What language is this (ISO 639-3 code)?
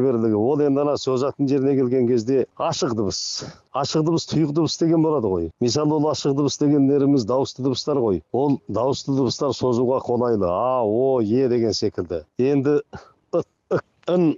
kaz